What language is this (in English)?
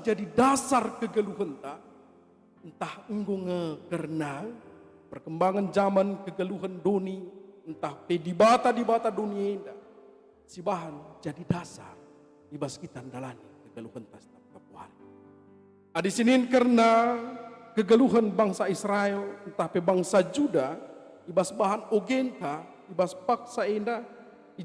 Batak Karo